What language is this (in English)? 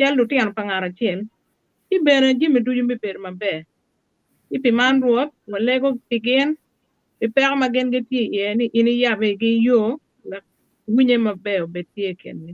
Acoli